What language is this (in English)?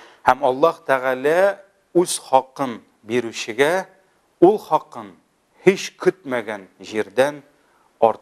Tatar